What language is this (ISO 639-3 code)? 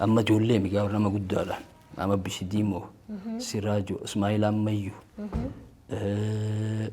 orm